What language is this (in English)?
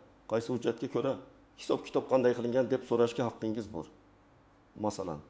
Uzbek